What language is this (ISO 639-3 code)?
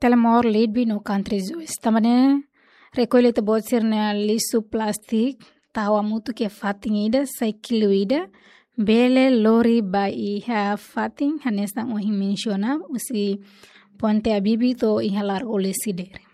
tet